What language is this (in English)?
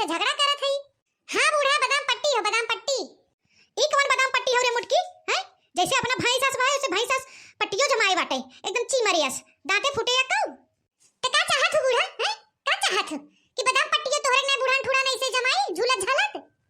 Awadhi